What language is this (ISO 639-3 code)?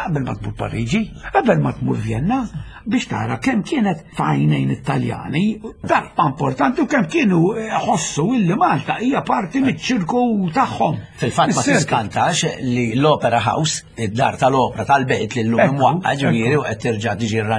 mlt